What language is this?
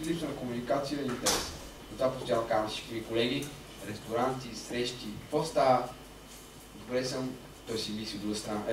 Bulgarian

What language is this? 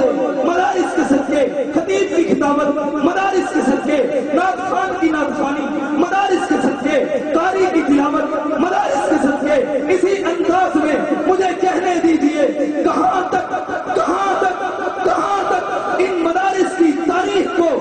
Urdu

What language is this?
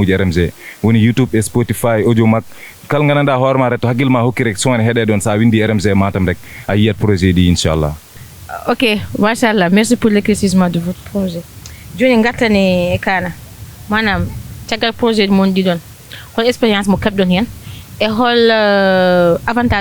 Fula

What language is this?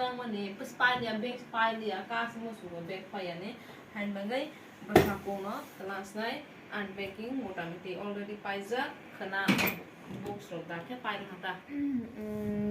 Kok Borok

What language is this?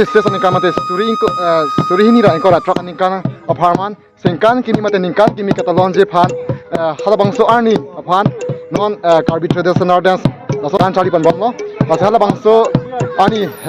Karbi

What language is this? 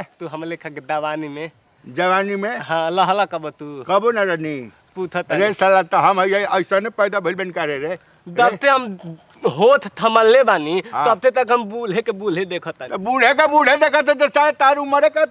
Bhojpuri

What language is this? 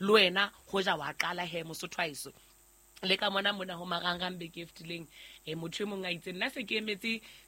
Southern Sotho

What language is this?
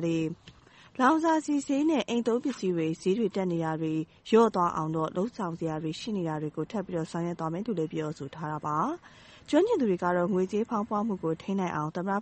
Burmese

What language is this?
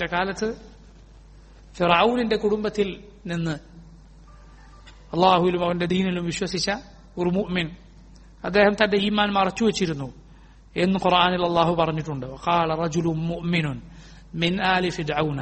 Malayalam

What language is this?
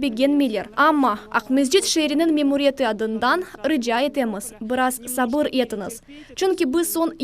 Crimean Tatar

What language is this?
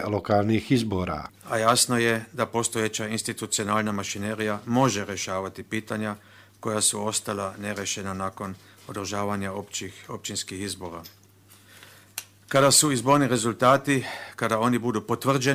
Bosnian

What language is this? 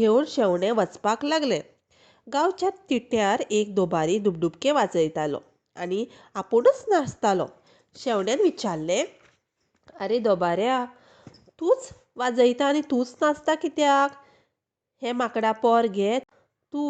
Konkani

